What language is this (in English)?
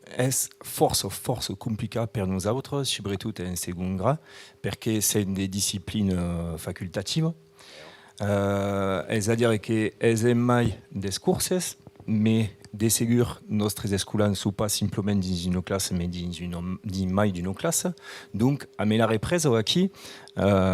Occitan